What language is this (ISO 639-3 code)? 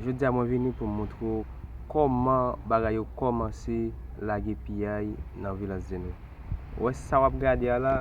hat